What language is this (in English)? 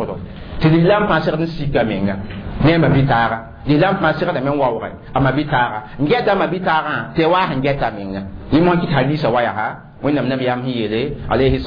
Mossi